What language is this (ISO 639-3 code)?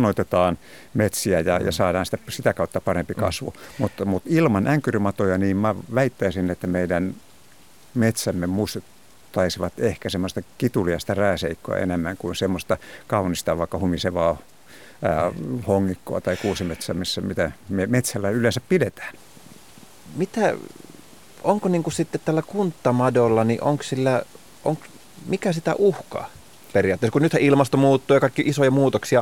fin